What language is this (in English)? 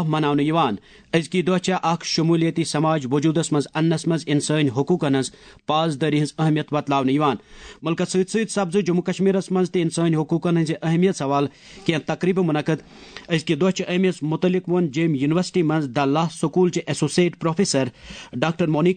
Kashmiri